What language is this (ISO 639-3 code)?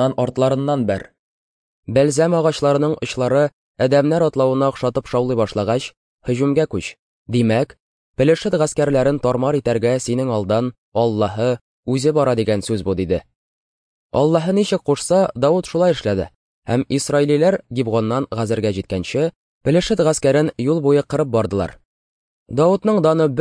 tat